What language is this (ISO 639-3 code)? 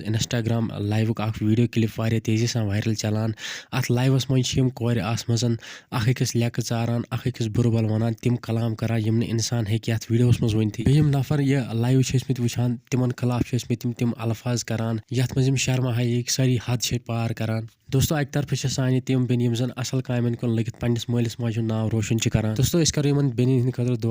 kas